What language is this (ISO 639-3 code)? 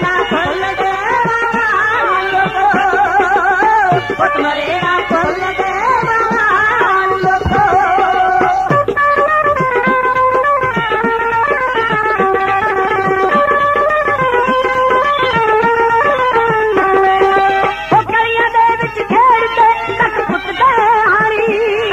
pan